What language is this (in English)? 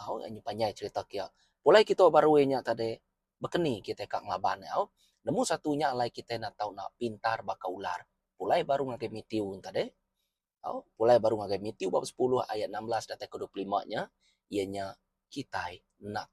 Iban